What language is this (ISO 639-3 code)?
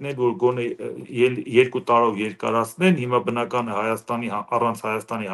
hye